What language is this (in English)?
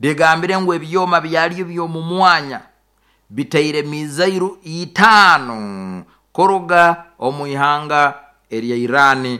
Nyoro